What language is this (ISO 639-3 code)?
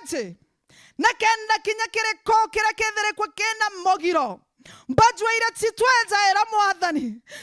mer